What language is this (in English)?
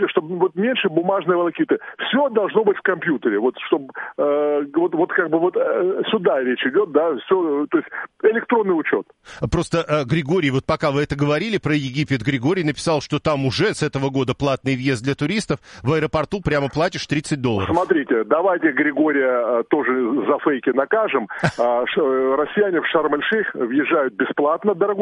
Russian